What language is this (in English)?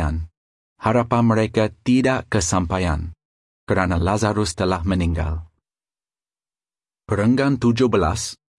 Malay